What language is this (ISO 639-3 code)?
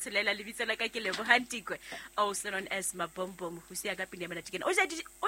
sot